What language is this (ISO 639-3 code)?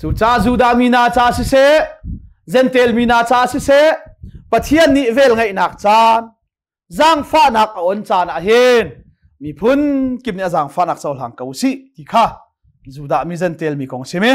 cnh